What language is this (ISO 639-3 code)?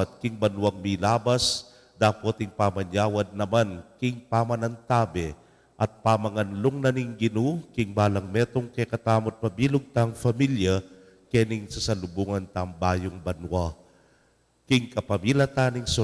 pam